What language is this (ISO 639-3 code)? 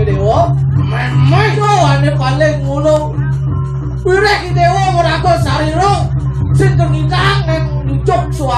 ban